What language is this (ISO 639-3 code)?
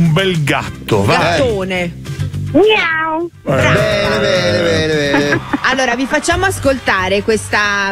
ita